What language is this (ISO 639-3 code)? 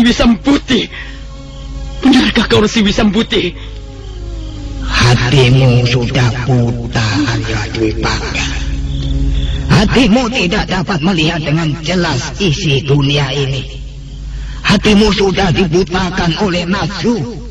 ind